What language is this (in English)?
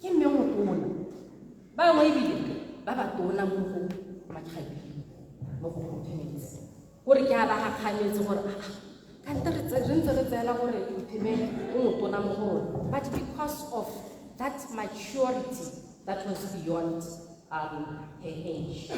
Tswana